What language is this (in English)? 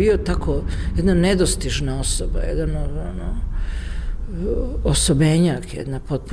Serbian